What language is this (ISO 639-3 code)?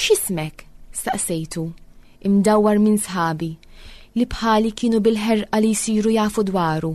mlt